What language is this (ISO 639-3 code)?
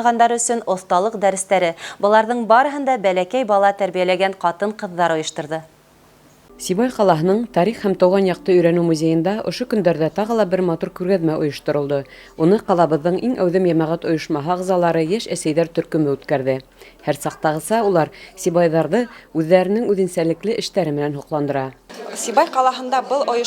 bak